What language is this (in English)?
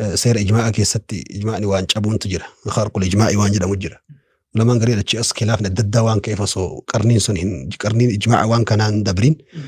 Oromo